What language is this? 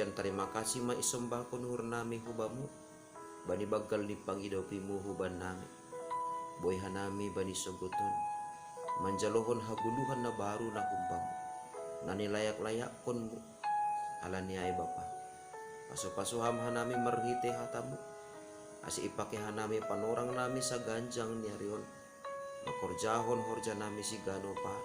Batak Simalungun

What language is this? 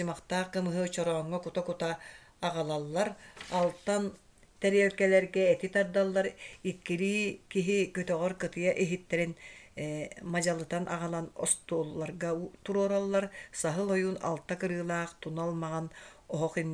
Yakut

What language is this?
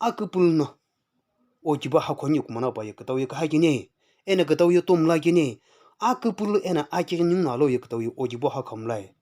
Sumi Naga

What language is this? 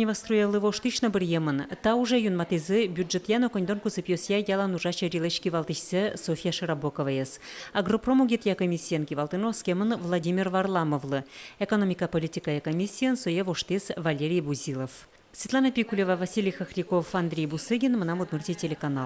Udmurt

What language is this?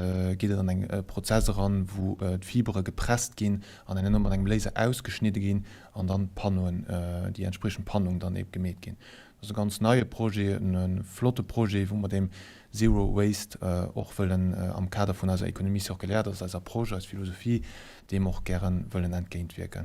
Luxembourgish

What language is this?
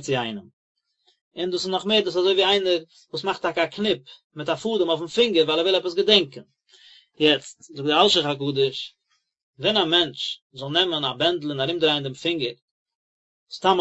Yiddish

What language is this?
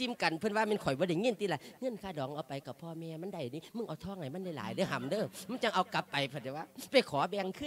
Lao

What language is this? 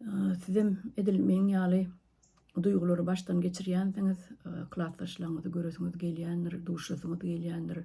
Turkmen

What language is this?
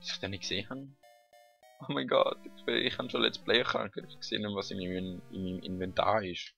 Swiss German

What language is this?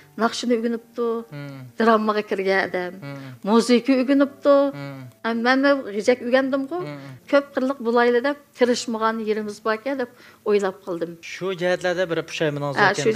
Uyghur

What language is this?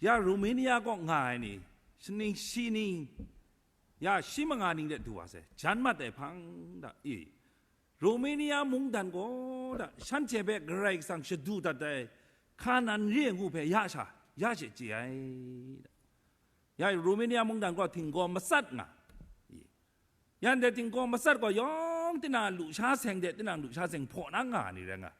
Kachin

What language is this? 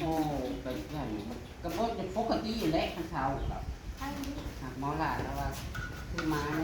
Northeastern Thai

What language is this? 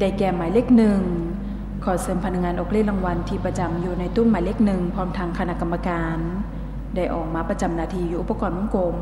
Lao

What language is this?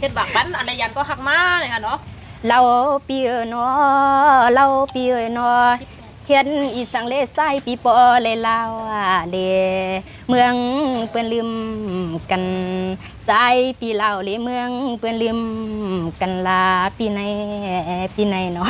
Shan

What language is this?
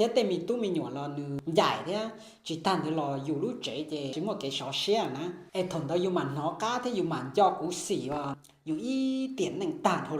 Hmong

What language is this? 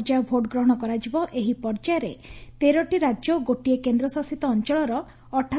Odia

